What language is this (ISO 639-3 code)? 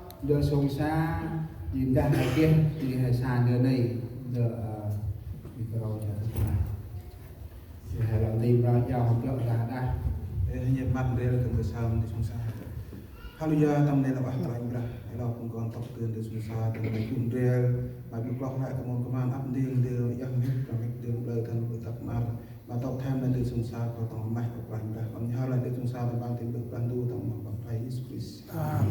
cmo